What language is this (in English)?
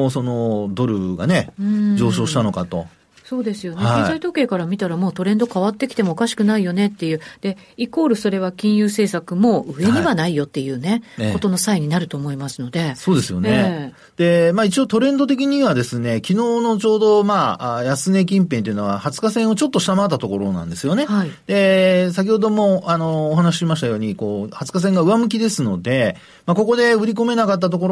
Japanese